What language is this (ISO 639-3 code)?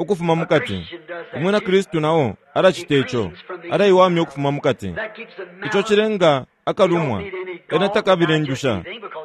bem